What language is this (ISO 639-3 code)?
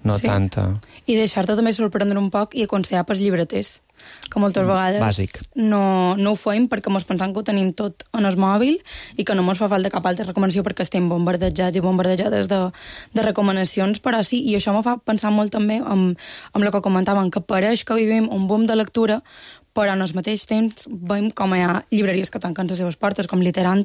cat